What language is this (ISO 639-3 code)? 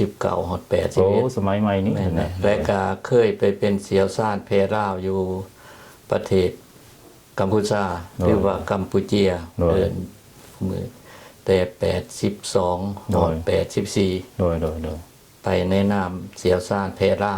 lao